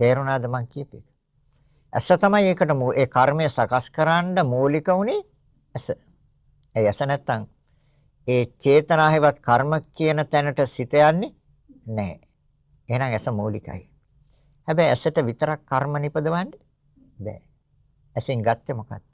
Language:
Sinhala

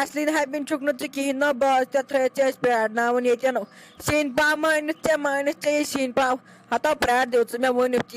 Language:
Kashmiri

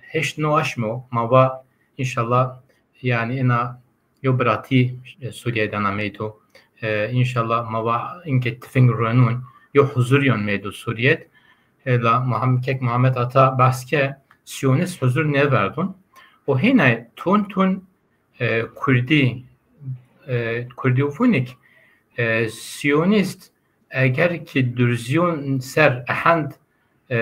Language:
Zaza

